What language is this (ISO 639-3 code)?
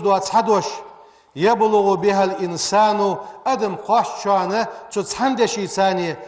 inh